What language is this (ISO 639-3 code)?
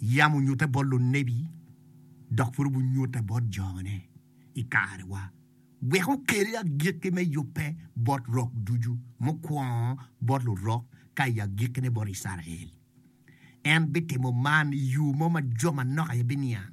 ach